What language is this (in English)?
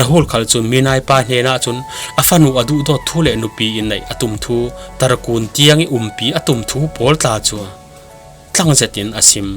Falam Chin